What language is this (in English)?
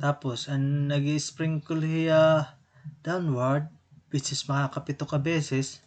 Waray